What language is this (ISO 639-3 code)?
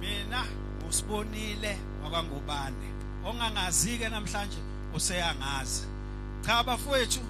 zul